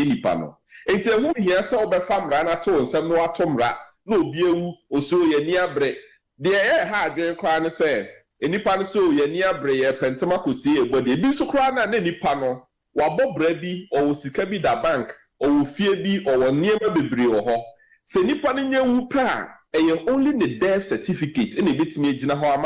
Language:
Akan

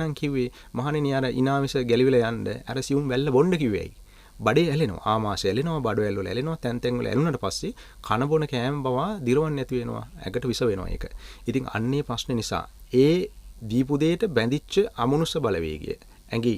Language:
Sinhala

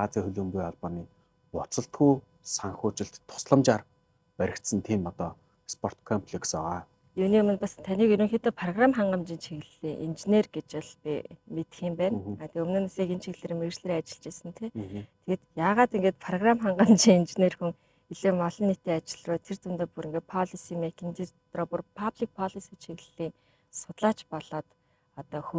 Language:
Mongolian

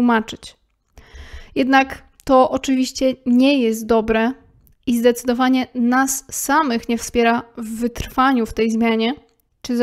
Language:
Polish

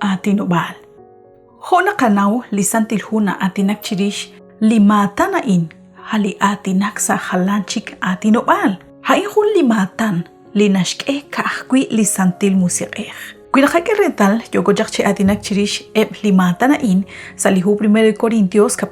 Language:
Kekchí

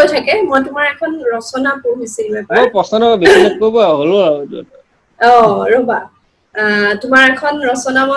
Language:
Assamese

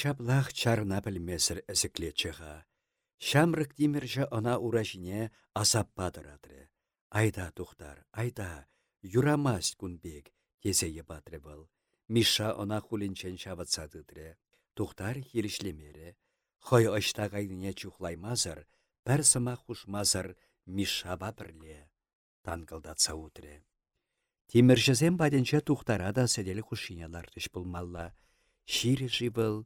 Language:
Chuvash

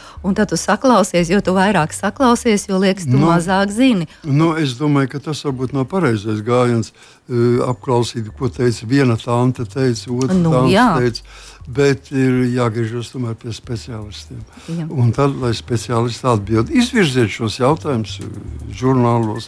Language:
Latvian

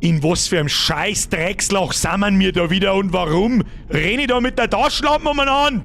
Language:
Bavarian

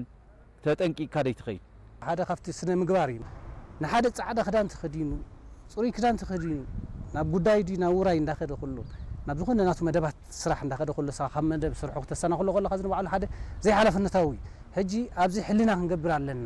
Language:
Tigrinya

